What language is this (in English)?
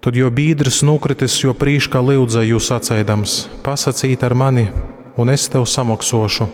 Latgalian